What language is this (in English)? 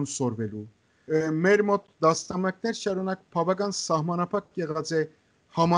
Armenian